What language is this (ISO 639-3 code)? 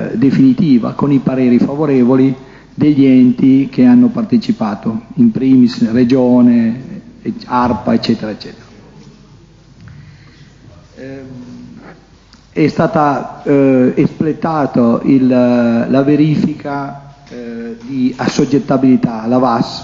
ita